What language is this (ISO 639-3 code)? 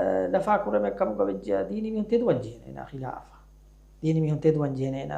div